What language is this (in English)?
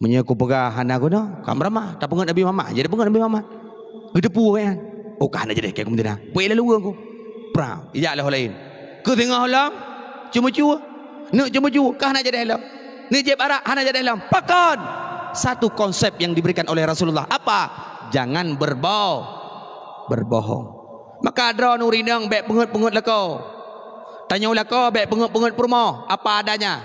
Achinese